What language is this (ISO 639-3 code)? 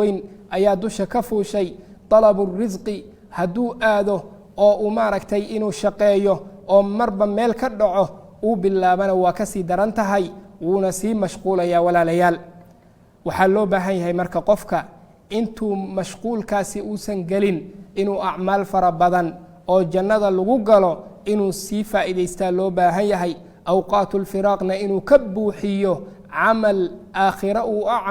som